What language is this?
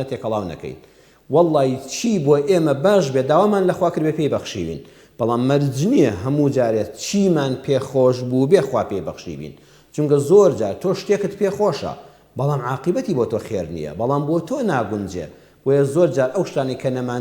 Central Kurdish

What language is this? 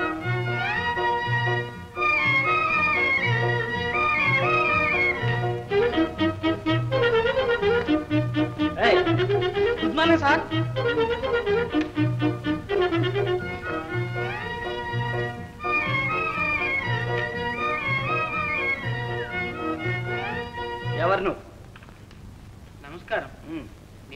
Telugu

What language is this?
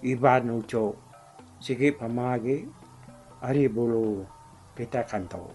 Iban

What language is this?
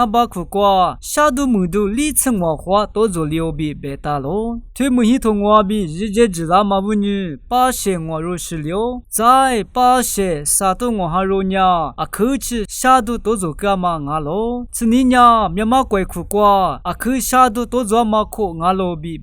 Lisu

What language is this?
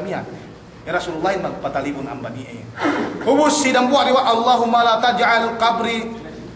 Yakan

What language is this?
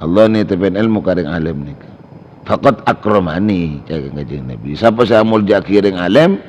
Madurese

